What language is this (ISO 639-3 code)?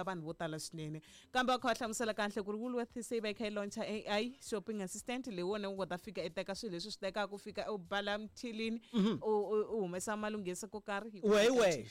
tso